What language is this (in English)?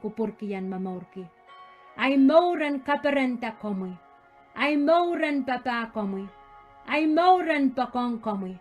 Pohnpeian